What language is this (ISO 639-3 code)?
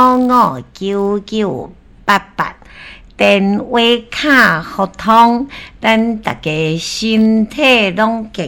nan